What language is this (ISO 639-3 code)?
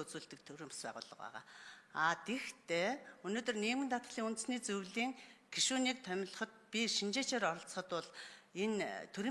mon